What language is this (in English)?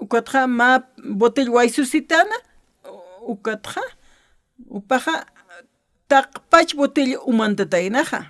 Aymara